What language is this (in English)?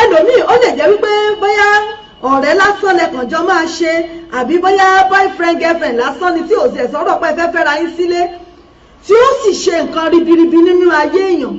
Yoruba